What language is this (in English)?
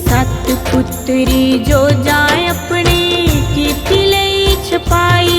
Dogri